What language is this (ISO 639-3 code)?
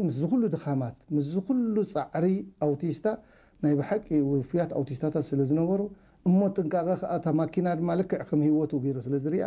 tir